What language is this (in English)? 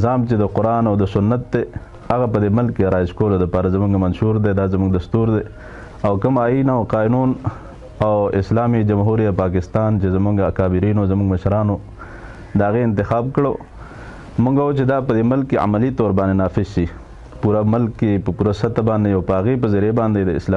Pashto